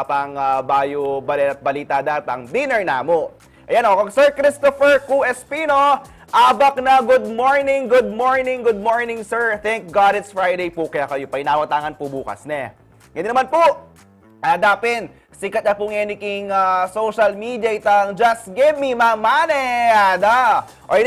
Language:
Pampanga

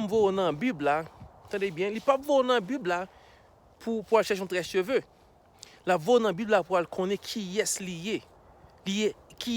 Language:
Haitian Creole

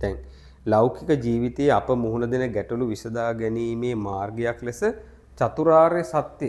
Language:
Sinhala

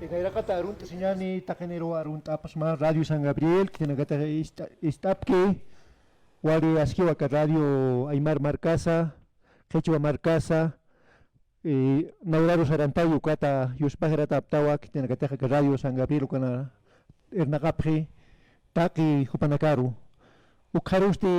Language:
Aymara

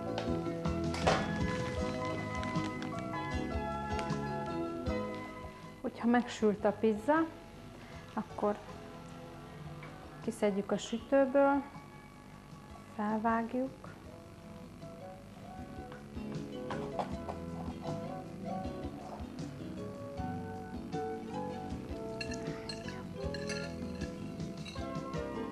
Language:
Hungarian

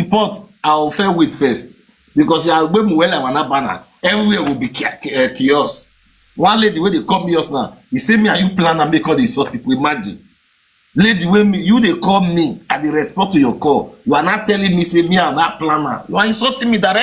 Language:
Nigerian Pidgin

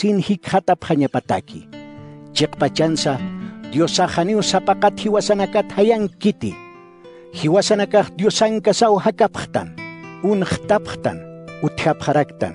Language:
Aymara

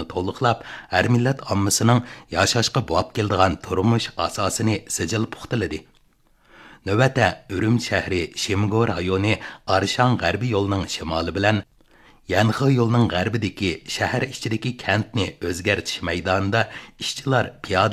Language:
Uyghur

